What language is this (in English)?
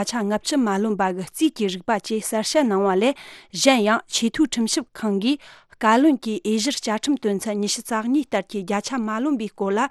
Tibetan